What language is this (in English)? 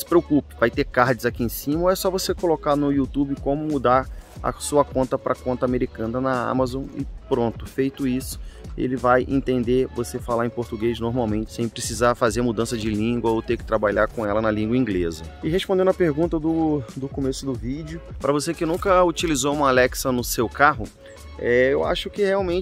Portuguese